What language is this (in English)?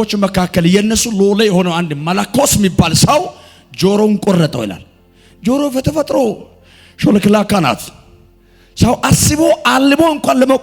Amharic